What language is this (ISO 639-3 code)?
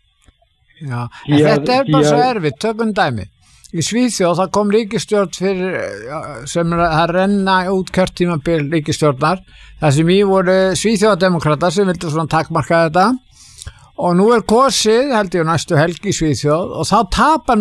isl